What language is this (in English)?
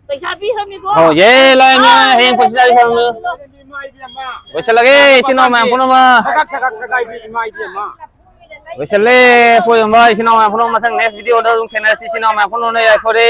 Manipuri